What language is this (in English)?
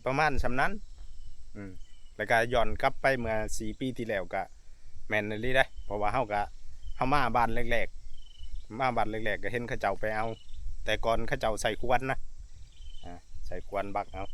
Northeastern Thai